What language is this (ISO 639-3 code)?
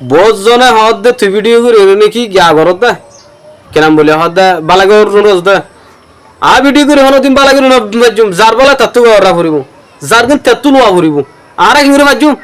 rhg